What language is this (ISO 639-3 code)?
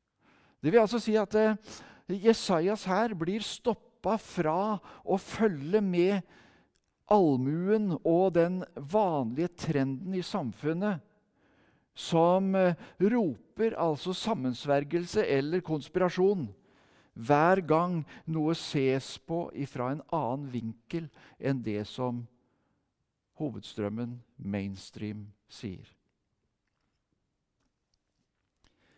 nor